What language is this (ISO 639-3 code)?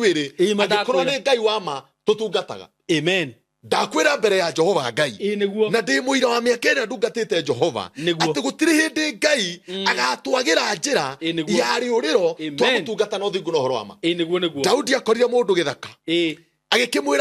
kik